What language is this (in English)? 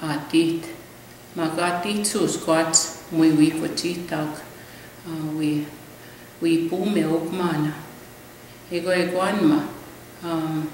Plains Cree